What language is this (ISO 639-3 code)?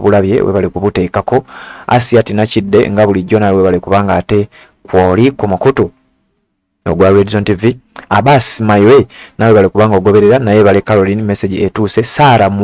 lug